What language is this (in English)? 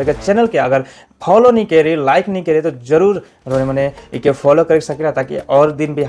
Sadri